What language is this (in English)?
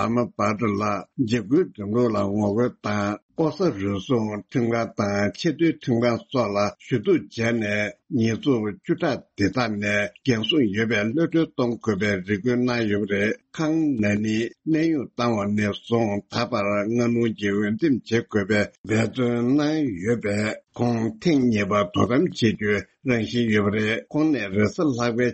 Tibetan